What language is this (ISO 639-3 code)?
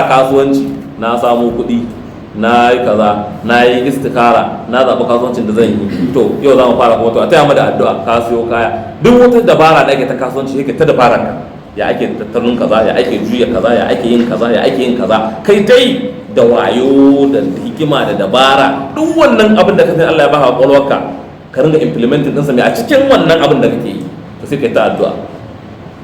hau